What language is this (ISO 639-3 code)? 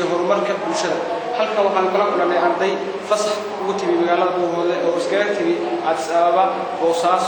som